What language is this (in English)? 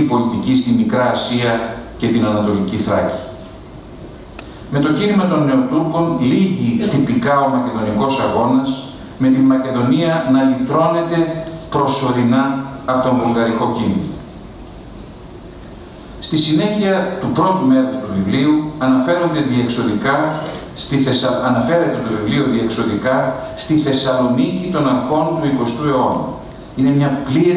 Greek